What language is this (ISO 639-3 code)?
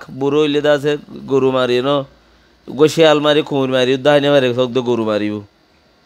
rhg